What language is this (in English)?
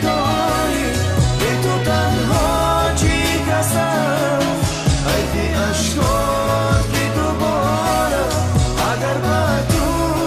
Tajik